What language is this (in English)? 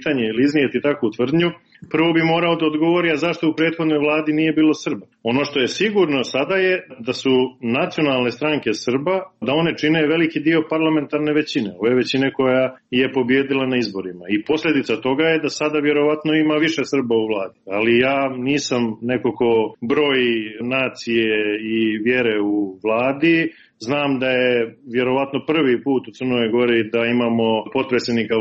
Serbian